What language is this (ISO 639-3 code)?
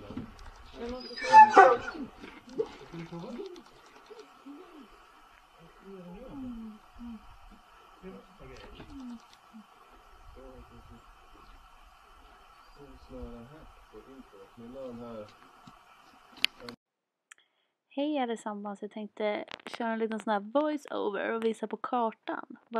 swe